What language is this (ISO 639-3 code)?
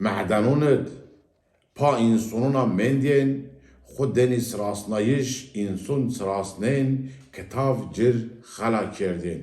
zza